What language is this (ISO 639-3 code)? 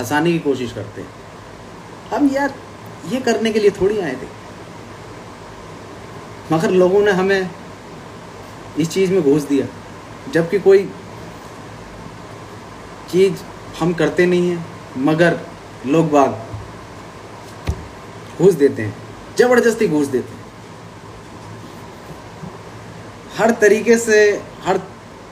hin